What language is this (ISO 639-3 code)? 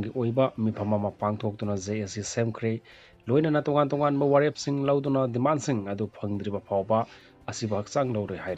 mni